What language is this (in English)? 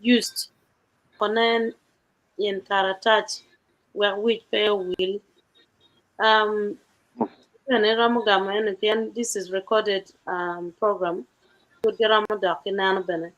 Acoli